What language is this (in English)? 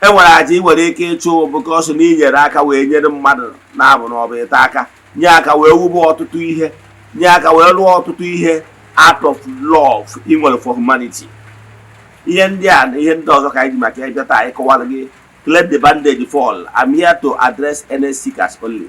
Igbo